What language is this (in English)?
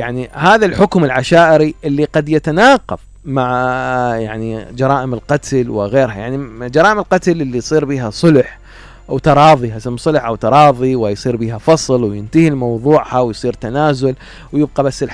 Mesopotamian Arabic